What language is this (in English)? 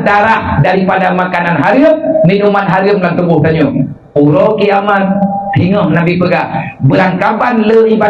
Achinese